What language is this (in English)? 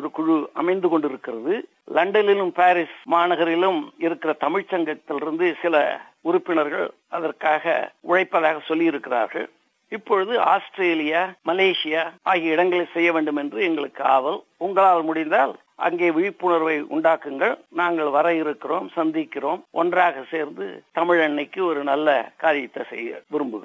Tamil